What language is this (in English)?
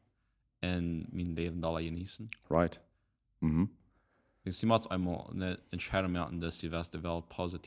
Plautdietsch